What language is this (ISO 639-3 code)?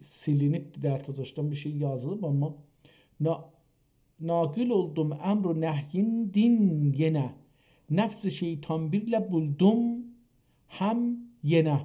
azb